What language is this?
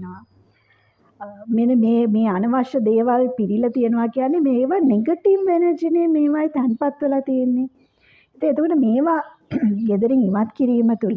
Sinhala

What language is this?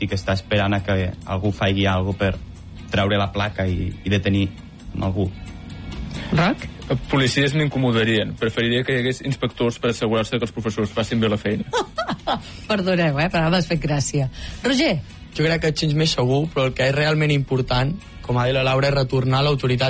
Catalan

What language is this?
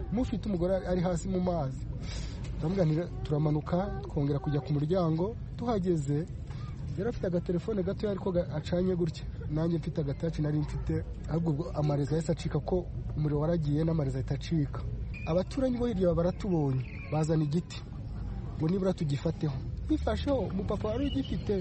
Kinyarwanda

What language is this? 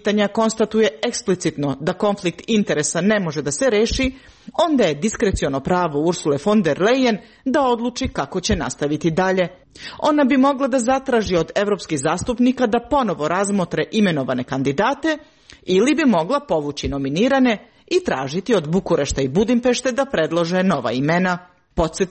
Serbian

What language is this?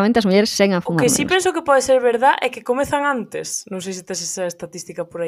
Galician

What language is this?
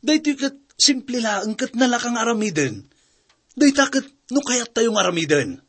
Iloko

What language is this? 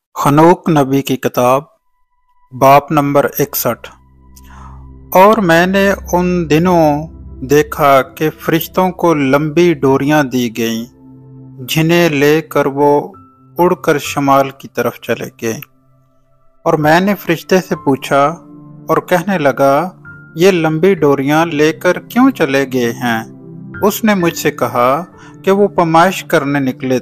Urdu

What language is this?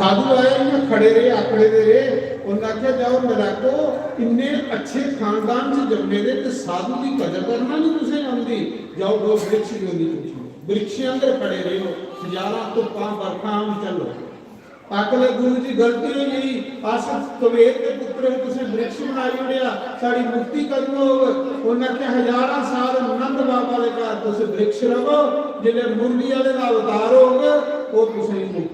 Dogri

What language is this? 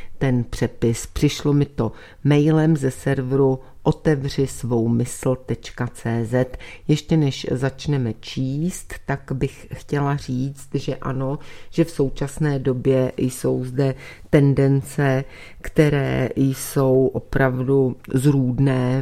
Czech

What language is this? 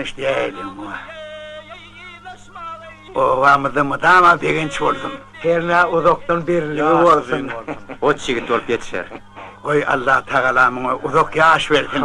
Turkmen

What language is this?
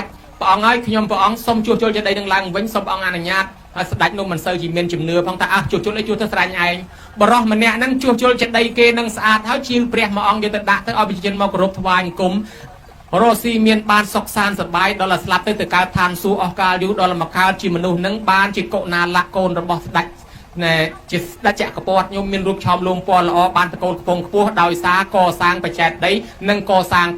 Khmer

